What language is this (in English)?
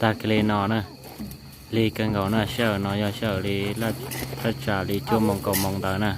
Hmong